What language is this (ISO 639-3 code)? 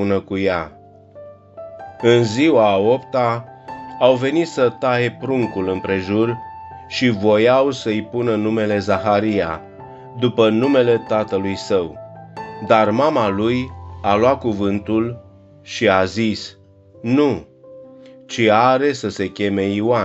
ron